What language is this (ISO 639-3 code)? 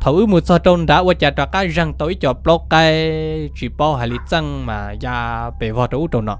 hmn